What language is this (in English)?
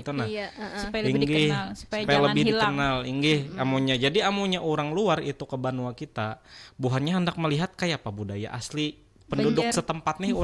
Banjar